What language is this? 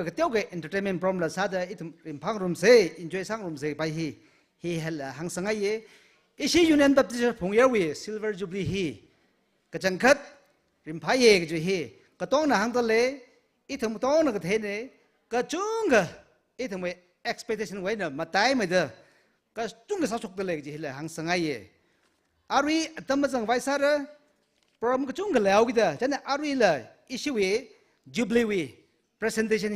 Tangkhul Naga (India)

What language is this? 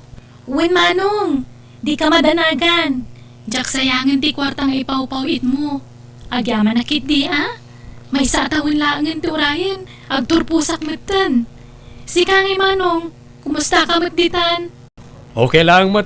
Iloko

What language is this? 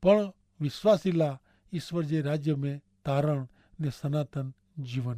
Kachhi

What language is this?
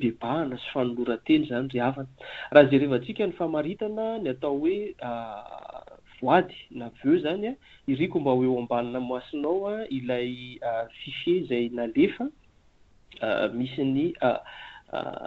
Malagasy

